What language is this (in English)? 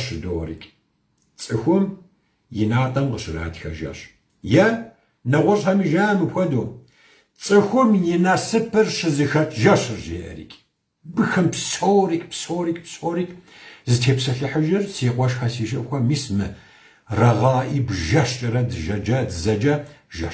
Kabardian